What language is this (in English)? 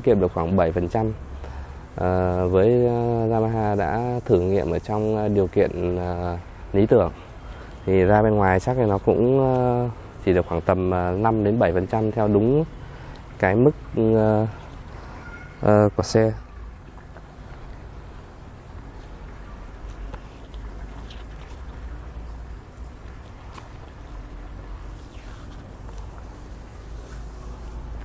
Vietnamese